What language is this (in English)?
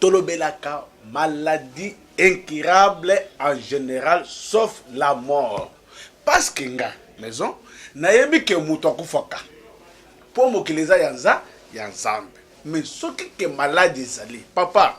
Lingala